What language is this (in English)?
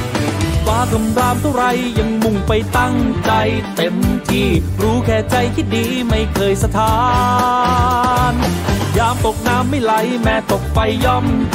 Thai